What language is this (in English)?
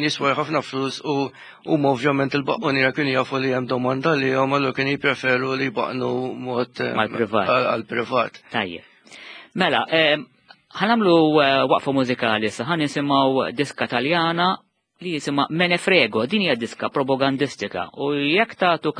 Maltese